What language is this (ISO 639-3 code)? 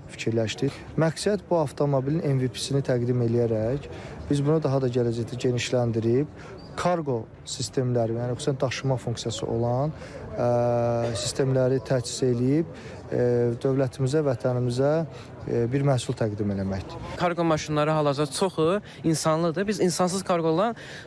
aze